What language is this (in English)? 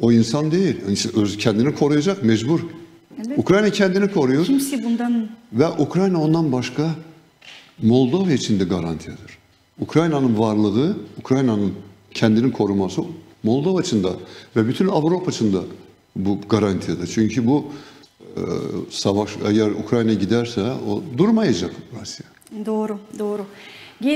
Gagauz